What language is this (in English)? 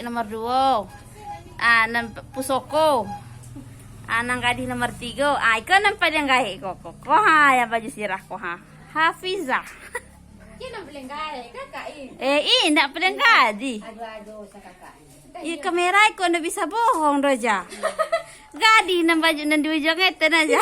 Minangkabau